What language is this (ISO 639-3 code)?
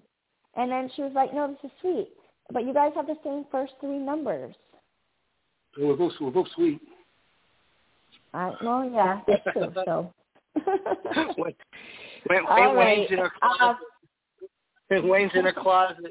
eng